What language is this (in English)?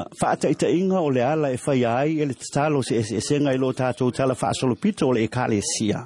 Samoan